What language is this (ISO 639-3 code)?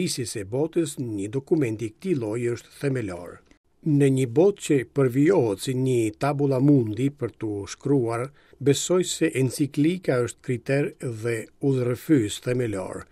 sqi